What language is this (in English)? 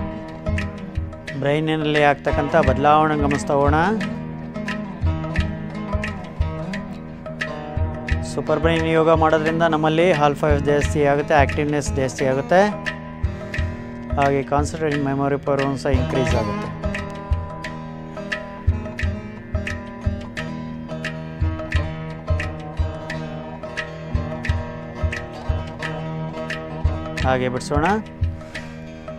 Kannada